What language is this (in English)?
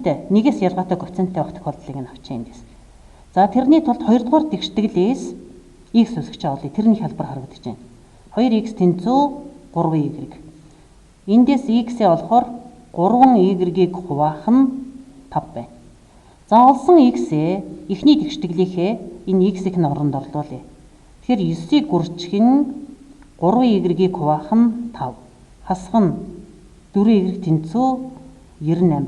Mongolian